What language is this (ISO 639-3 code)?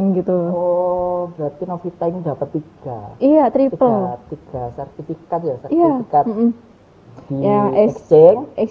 ind